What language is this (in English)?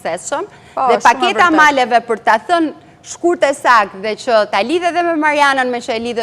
Albanian